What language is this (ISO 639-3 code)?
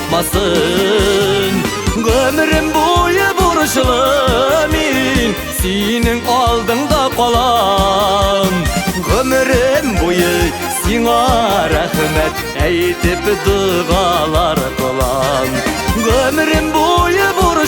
tat